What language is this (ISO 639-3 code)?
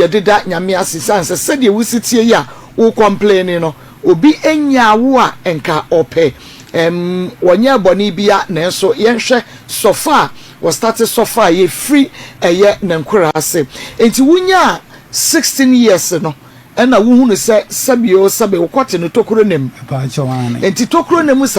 aka